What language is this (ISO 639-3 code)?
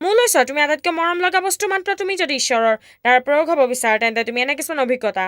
asm